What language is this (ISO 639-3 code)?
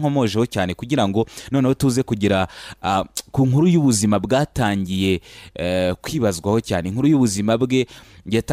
kin